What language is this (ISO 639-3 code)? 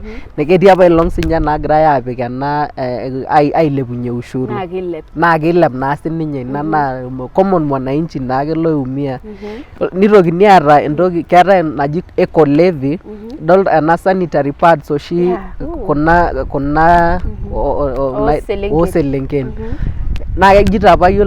mas